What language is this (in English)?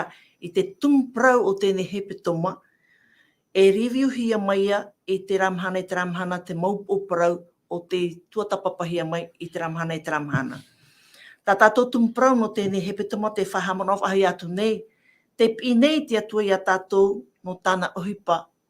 Tahitian